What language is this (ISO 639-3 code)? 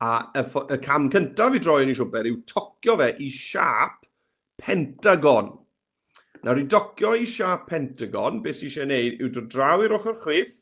cym